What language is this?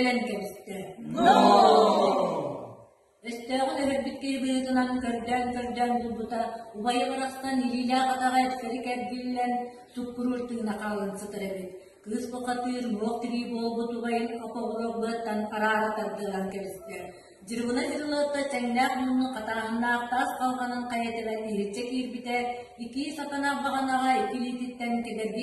Yakut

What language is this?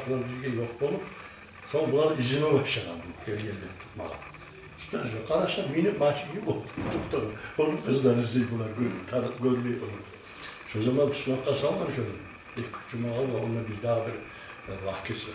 Kumyk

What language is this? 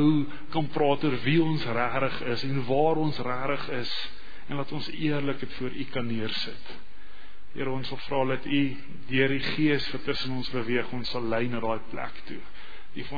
Afrikaans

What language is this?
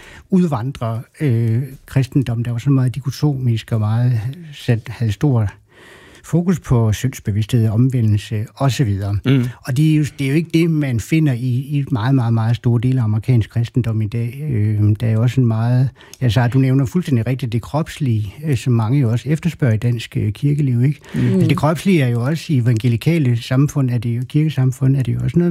Danish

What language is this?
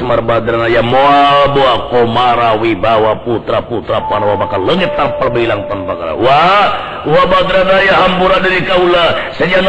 Sundanese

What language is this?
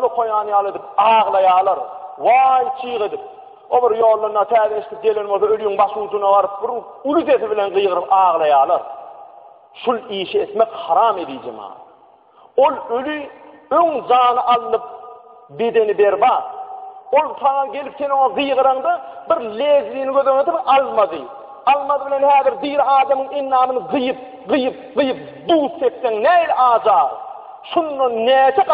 Turkmen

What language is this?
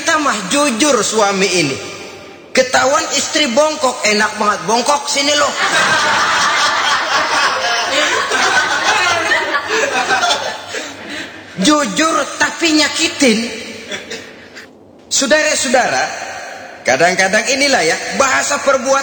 Indonesian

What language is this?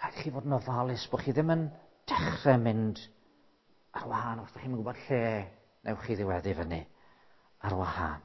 Welsh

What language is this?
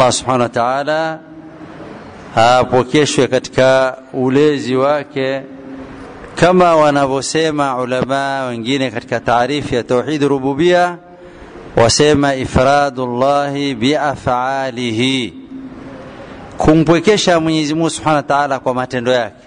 Swahili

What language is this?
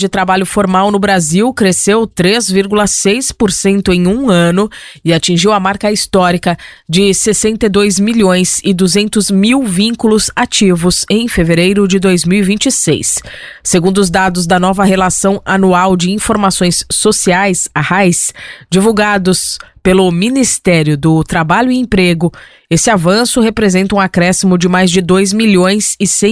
Portuguese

